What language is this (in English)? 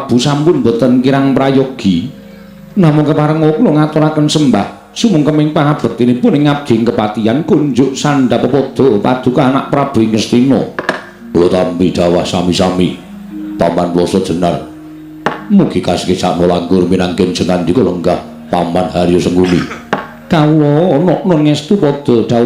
Javanese